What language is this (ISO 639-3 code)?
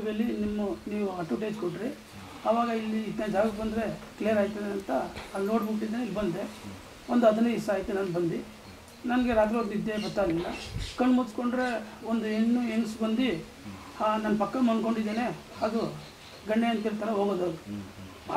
kan